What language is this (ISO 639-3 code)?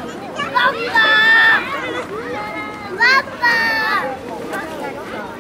nld